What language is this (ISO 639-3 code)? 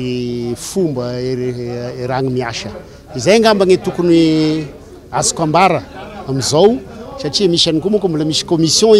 mlg